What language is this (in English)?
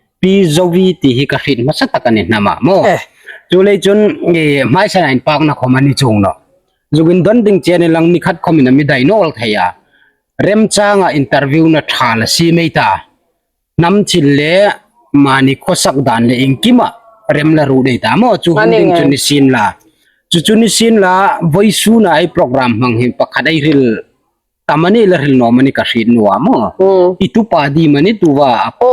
Hmar